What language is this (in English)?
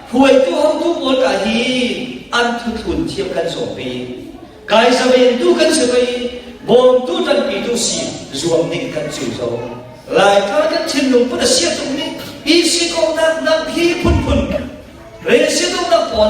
Falam Chin